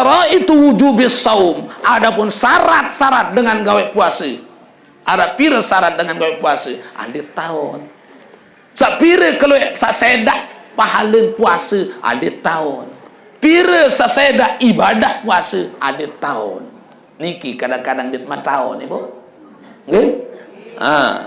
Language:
Sasak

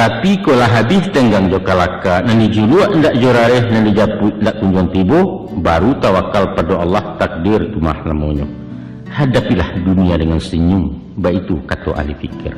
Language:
Minangkabau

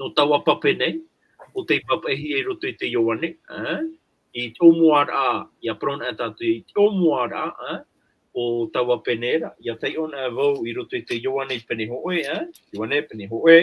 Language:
Tahitian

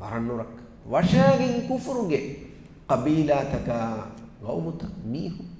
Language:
Divehi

